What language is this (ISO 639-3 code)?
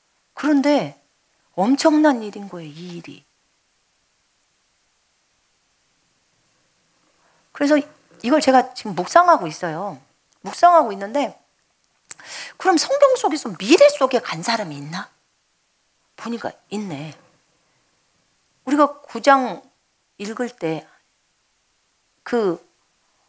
kor